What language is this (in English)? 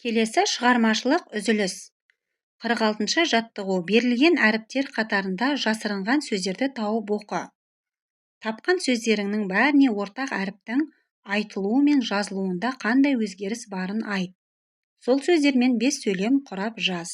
Kazakh